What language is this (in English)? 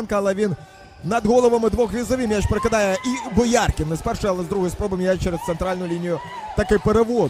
Ukrainian